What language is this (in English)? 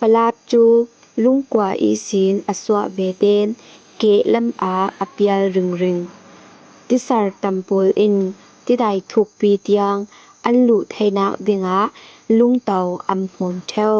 Falam Chin